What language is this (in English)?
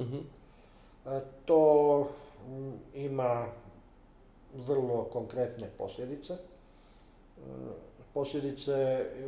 Croatian